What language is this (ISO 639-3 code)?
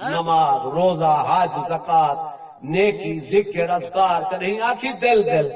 skr